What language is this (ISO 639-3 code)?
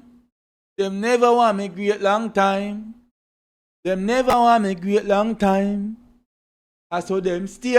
jam